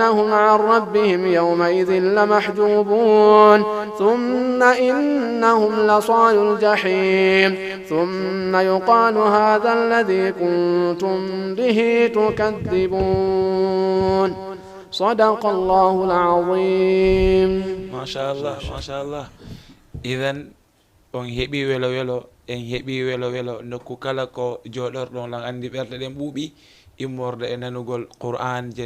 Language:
Fula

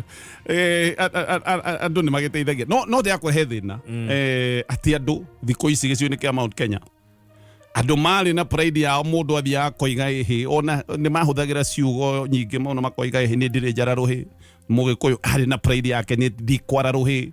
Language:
Kikuyu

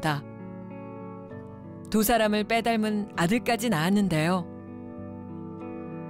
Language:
Korean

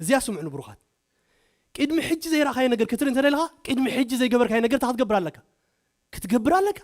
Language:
Tigrinya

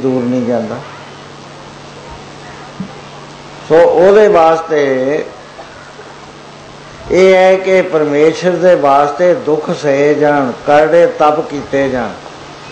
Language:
Punjabi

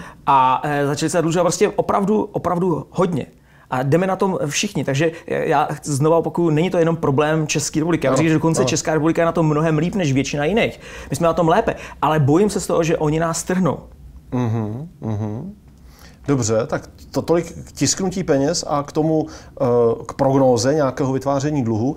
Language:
Czech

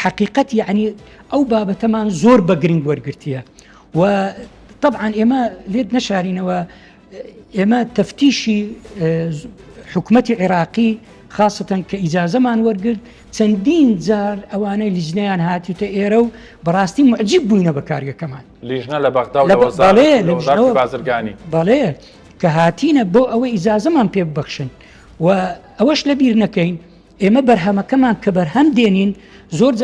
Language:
Central Kurdish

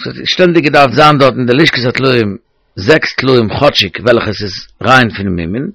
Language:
Yiddish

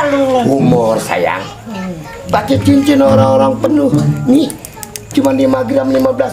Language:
Betawi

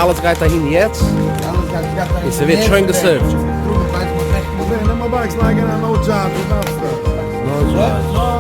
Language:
Yiddish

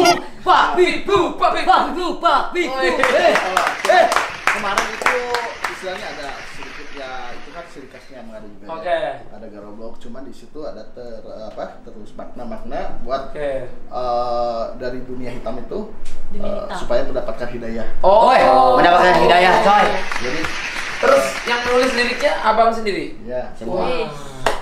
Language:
Indonesian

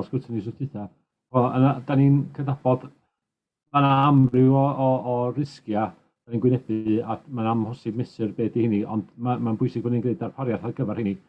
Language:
Welsh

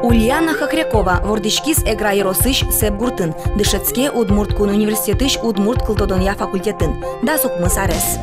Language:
Udmurt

